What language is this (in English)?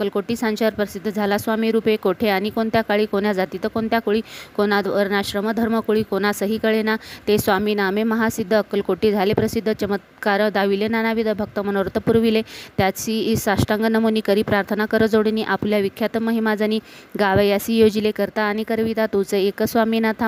Marathi